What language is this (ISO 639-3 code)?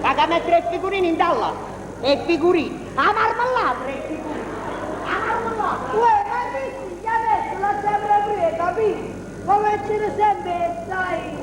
nap